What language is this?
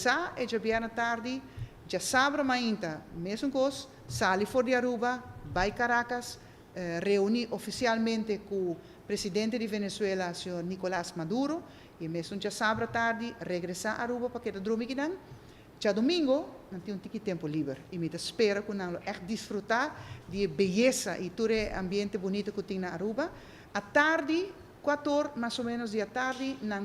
Papiamento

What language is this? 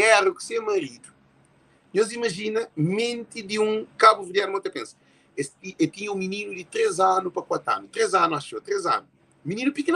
Kabuverdianu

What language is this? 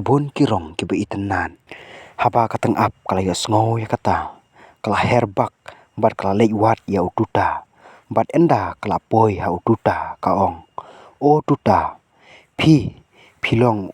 Khasi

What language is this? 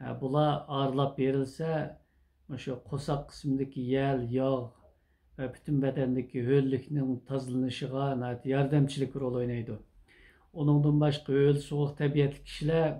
Uyghur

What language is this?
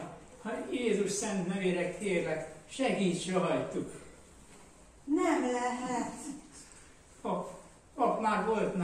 Hungarian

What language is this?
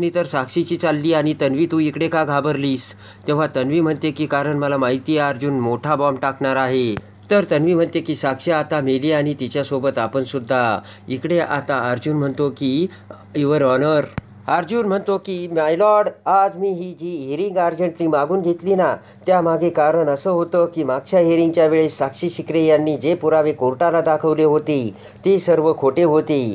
Marathi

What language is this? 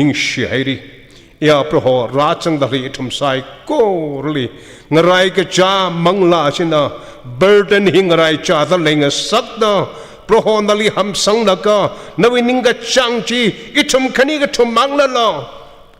Tangkhul Naga (India)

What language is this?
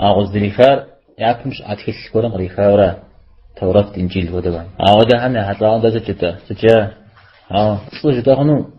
Kabardian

